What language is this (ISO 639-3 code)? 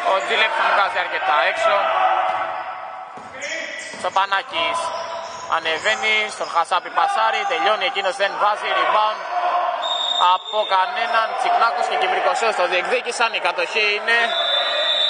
ell